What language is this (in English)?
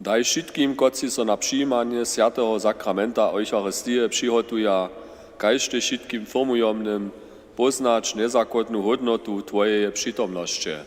Upper Sorbian